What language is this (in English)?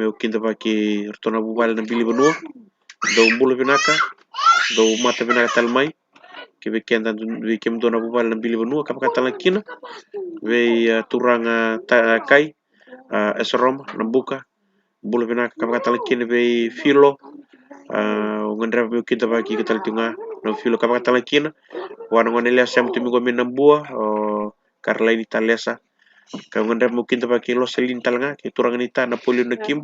Fijian